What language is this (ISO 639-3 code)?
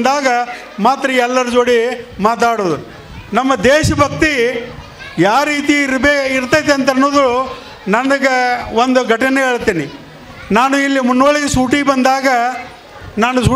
kan